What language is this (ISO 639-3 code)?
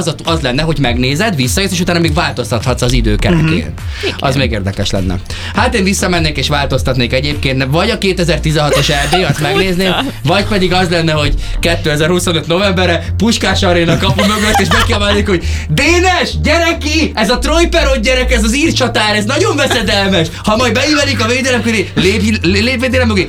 hun